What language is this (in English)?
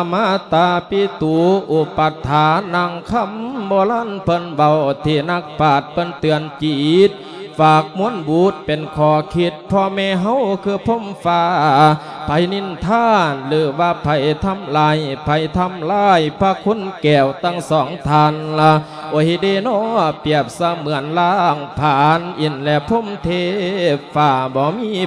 Lao